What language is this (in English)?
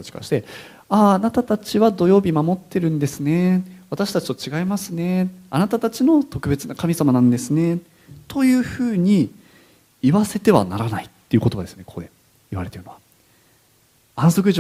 Japanese